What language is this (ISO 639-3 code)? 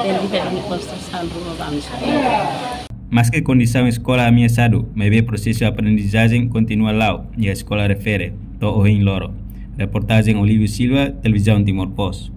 tet